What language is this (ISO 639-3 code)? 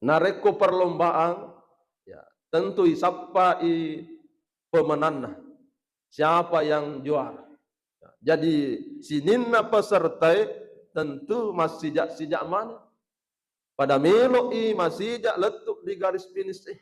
bug